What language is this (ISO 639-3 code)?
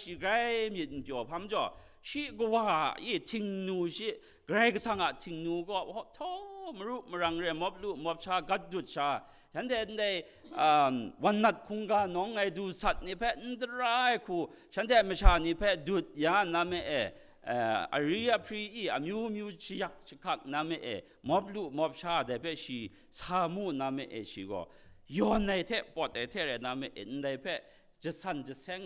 kac